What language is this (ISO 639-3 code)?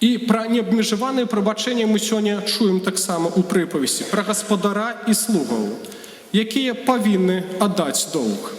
bel